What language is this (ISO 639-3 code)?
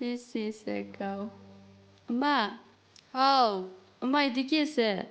nag